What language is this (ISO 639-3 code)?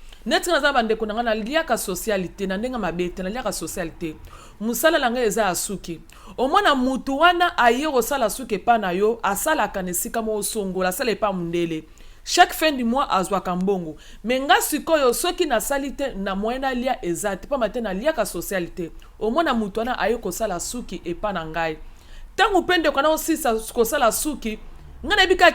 lin